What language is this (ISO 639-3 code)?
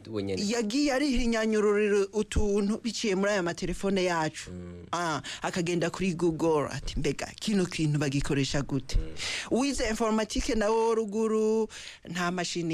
run